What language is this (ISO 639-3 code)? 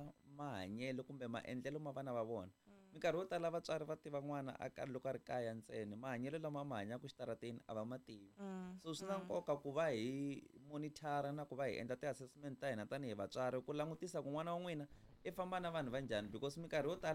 tso